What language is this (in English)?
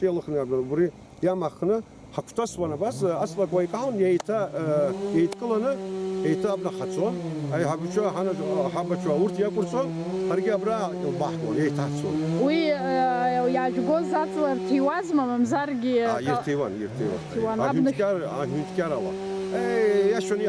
Abkhazian